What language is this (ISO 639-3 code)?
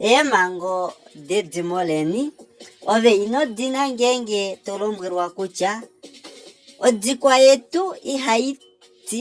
kua